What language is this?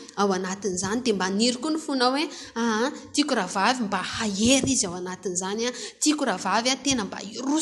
Malagasy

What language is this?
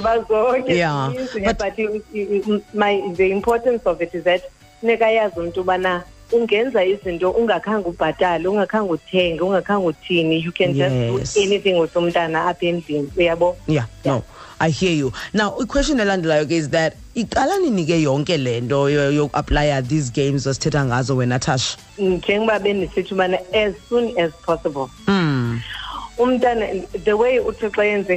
Xhosa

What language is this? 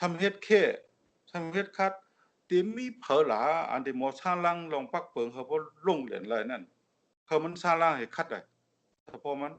Shan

